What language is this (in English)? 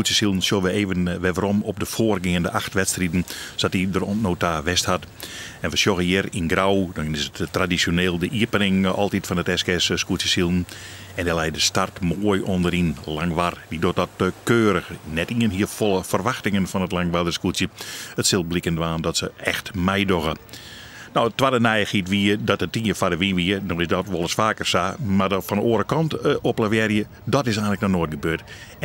Western Frisian